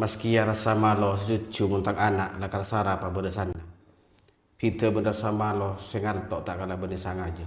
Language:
Madurese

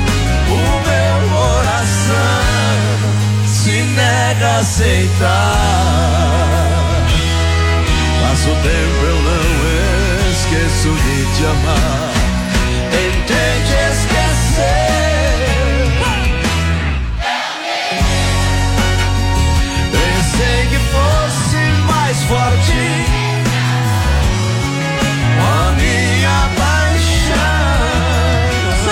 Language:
Portuguese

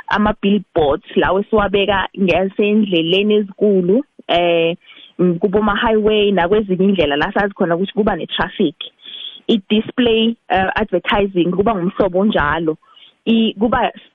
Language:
South Ndebele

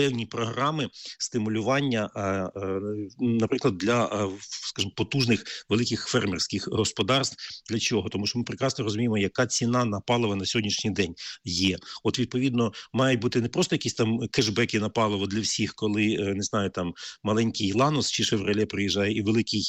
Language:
Ukrainian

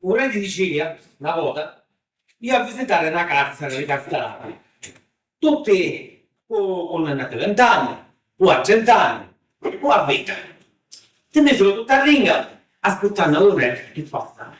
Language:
Sicilian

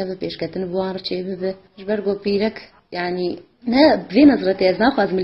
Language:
Kurdish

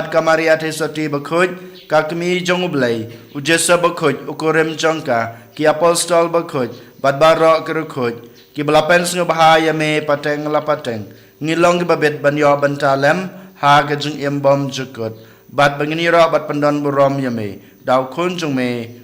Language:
Khasi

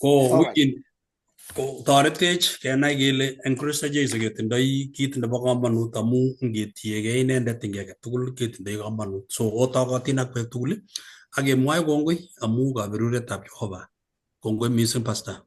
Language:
Kalenjin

